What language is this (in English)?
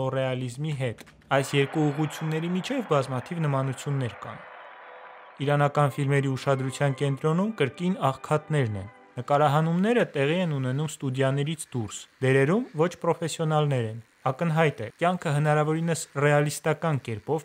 Armenian